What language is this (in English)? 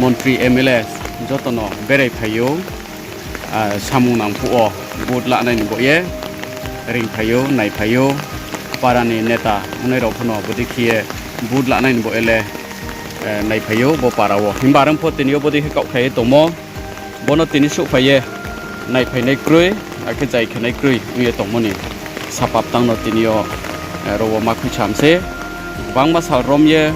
Riang (India)